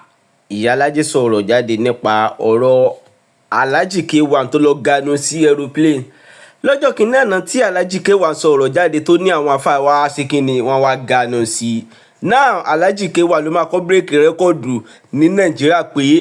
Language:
Yoruba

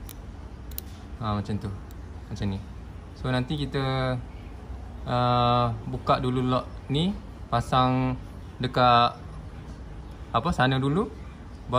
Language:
Malay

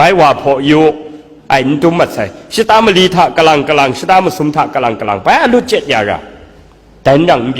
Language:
Kachin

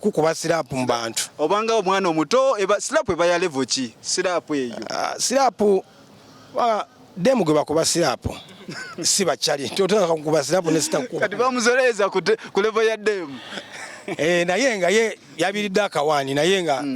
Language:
Ganda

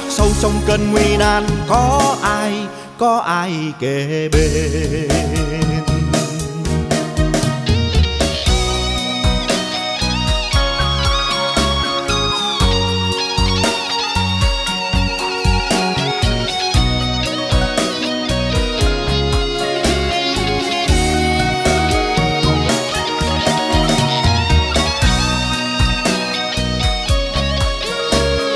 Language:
Vietnamese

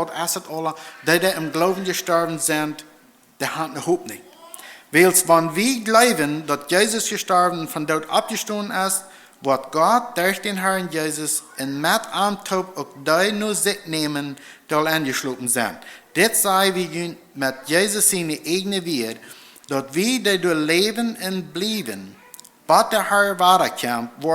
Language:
Plautdietsch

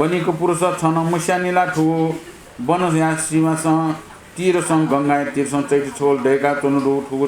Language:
Newari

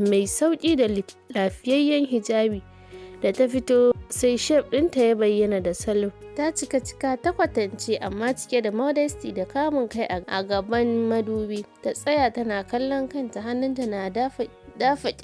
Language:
Hausa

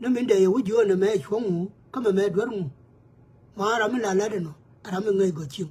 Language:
Nuer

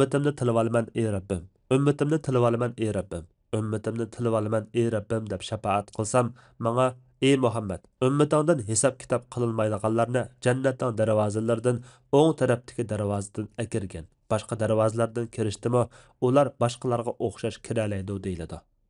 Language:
Uyghur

